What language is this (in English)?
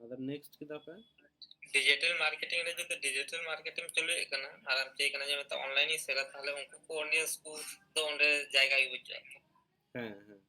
Santali